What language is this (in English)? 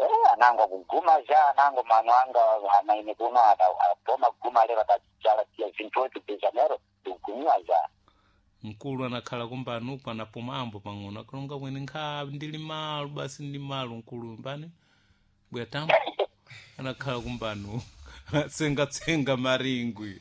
Sena